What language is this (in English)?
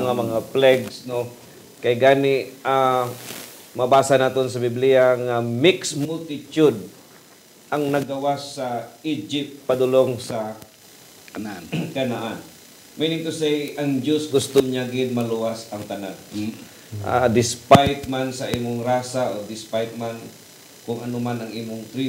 Hiligaynon